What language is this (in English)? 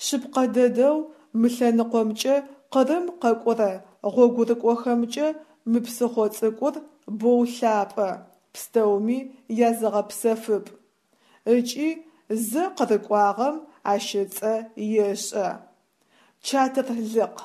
Adyghe